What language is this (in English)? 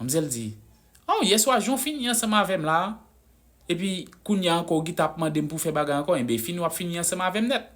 Haitian Creole